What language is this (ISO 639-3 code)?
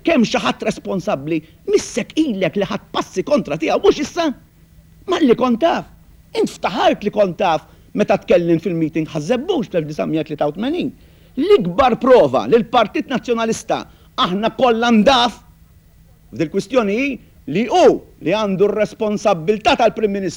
mlt